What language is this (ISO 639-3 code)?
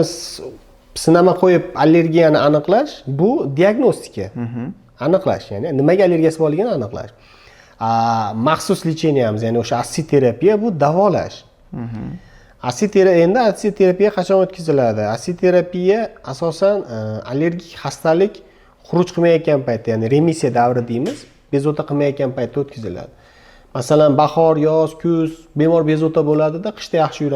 uzb